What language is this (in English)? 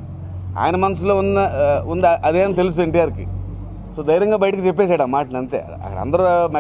Telugu